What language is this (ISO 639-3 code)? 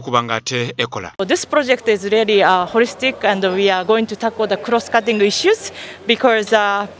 xog